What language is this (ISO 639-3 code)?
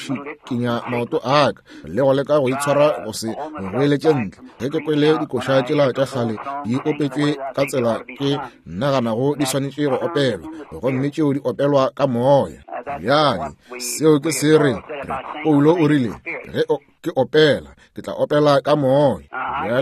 nso